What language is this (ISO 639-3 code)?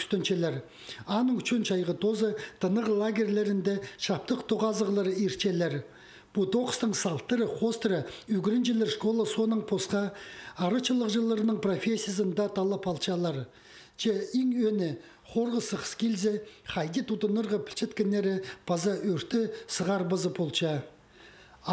kjh